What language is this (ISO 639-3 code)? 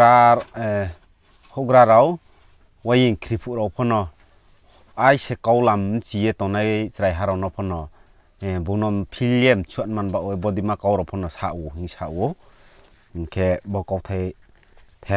ria